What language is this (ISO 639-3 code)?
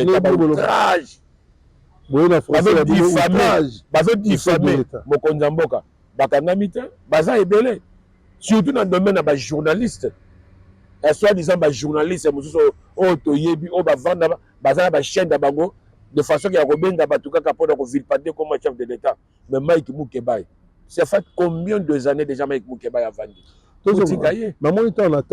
lin